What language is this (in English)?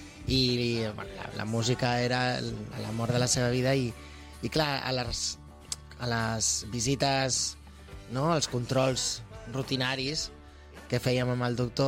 Catalan